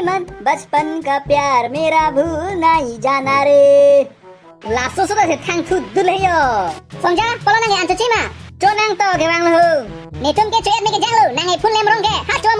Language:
Karbi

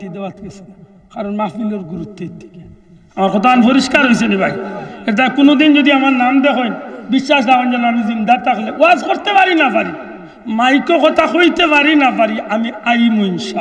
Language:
Sylheti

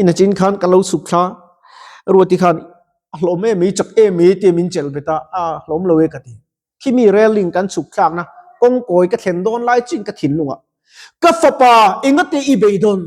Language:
Mizo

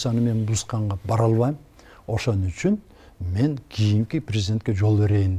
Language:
Kyrgyz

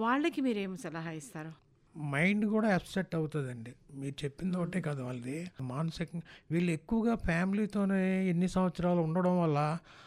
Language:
Telugu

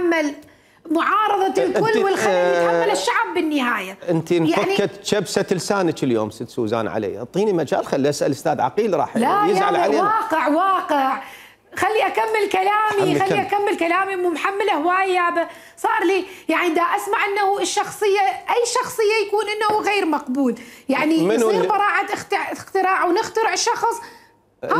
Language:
Mesopotamian Arabic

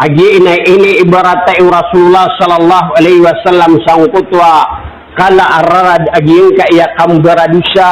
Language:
Maranao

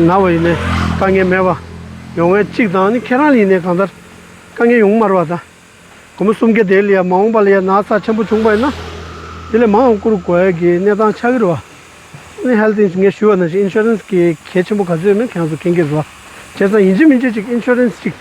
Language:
Tibetan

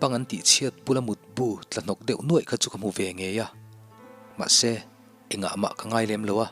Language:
Mizo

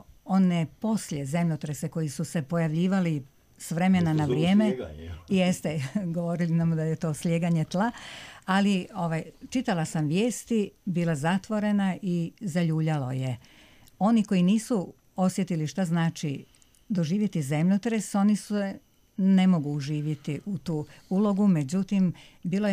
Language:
Croatian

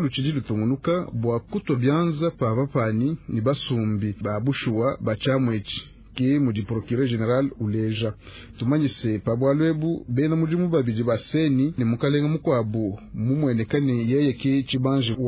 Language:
Luba-Lulua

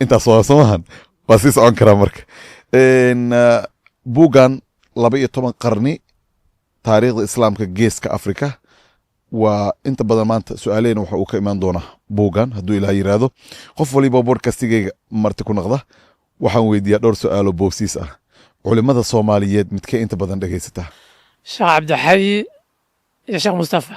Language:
Somali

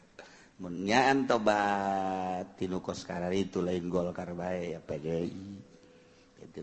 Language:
Sundanese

